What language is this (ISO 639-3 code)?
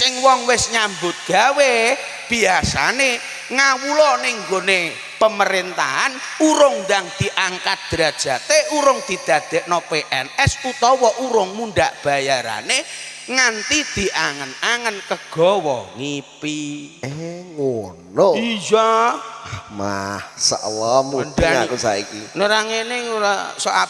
jav